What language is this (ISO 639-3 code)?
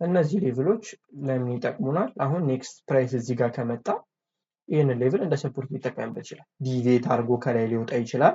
amh